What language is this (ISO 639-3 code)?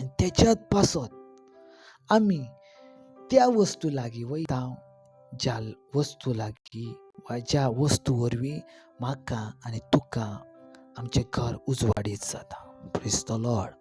kok